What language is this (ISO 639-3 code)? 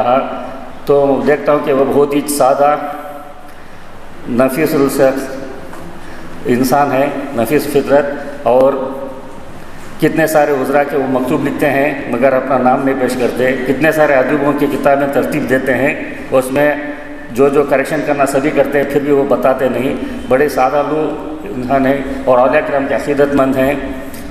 urd